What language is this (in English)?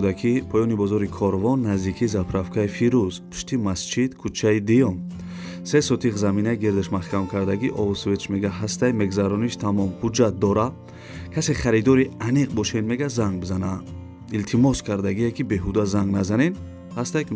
Tajik